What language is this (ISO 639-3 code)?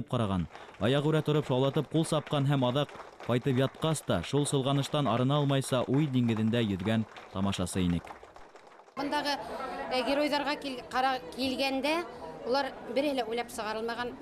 bak